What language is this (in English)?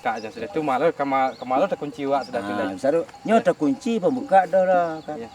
Minangkabau